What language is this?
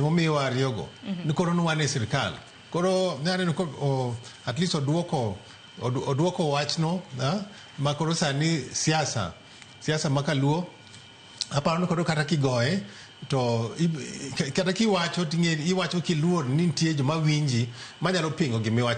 Luo (Kenya and Tanzania)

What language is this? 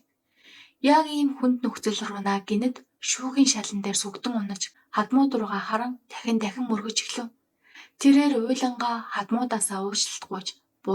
Mongolian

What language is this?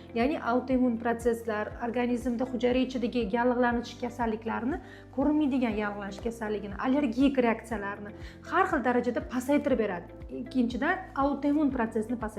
Uzbek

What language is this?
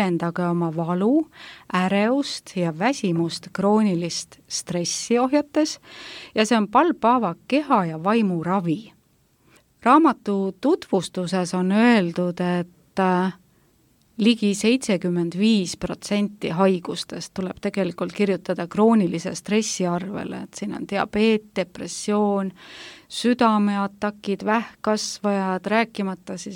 Estonian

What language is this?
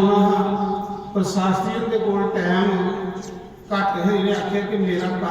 Dogri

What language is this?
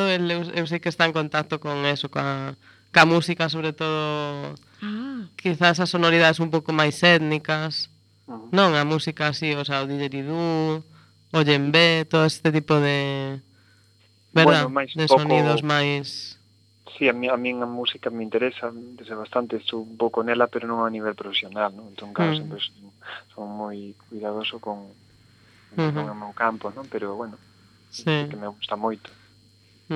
Galician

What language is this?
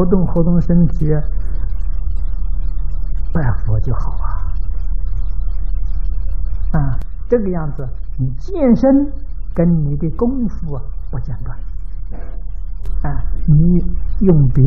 Chinese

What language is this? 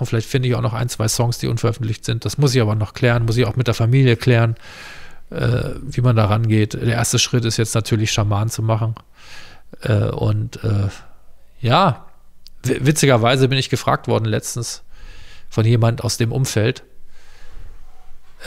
German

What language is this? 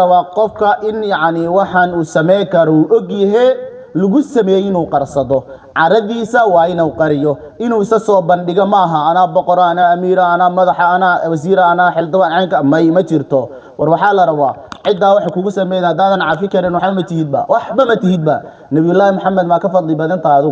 Somali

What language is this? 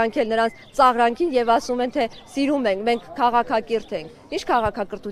Armenian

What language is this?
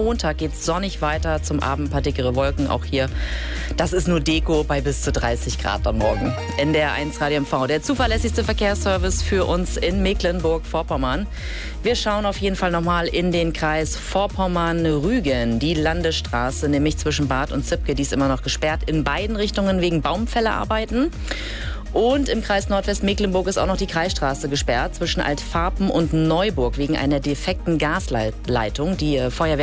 German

